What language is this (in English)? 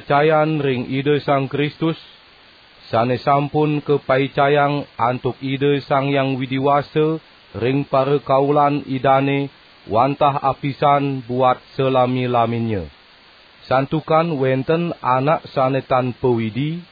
Balinese